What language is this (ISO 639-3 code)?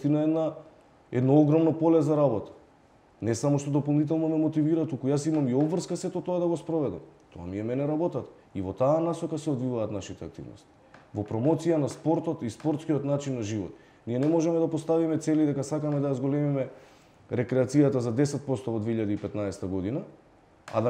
mkd